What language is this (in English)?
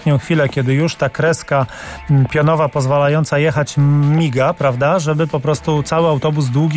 Polish